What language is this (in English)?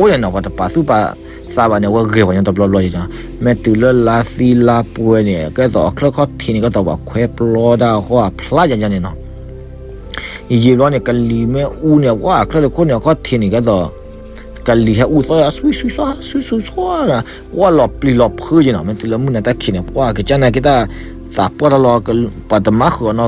S'gaw Karen